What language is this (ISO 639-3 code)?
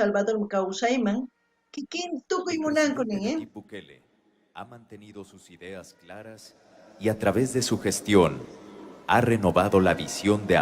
quh